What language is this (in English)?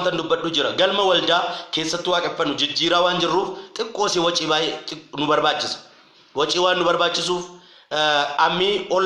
Oromo